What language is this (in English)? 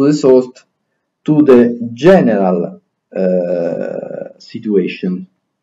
Latin